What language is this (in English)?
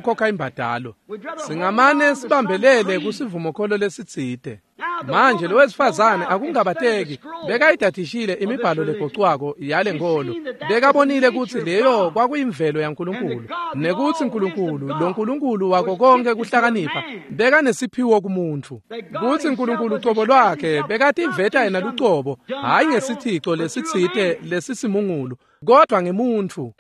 Swati